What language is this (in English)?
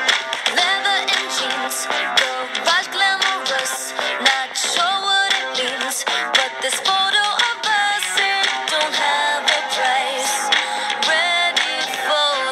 English